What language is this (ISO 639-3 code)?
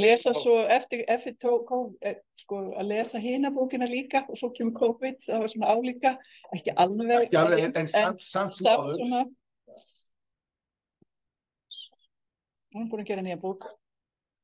isl